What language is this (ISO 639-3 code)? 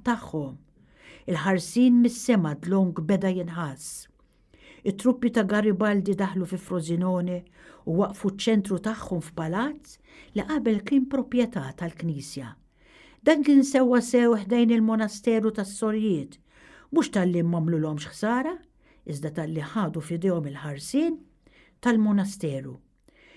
mlt